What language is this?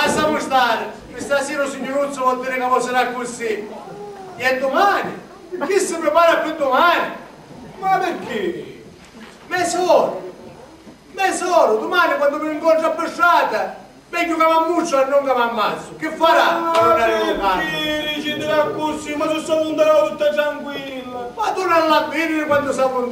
Sicilian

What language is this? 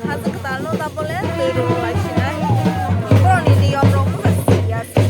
Kok Borok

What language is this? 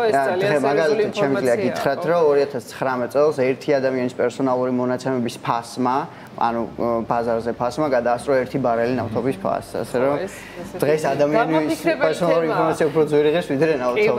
Georgian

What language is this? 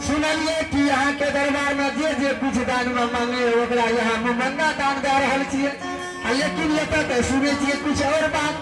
Maithili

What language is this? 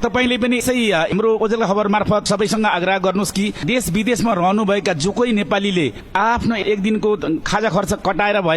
Nepali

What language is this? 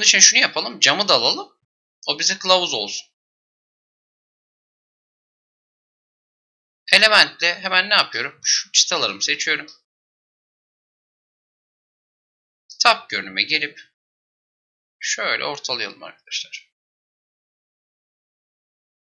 Turkish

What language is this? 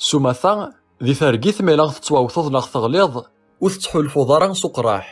Kabyle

